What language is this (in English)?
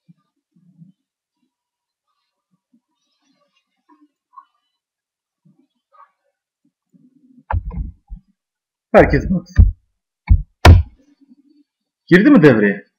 Turkish